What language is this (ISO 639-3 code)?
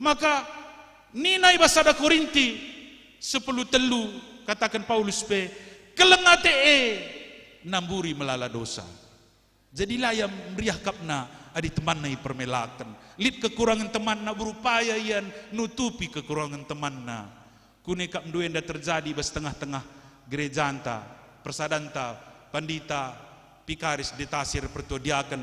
btx